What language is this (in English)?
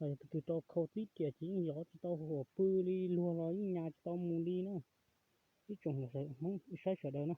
Hmong